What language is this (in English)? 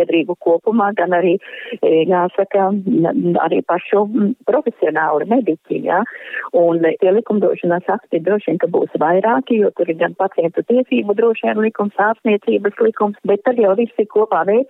Latvian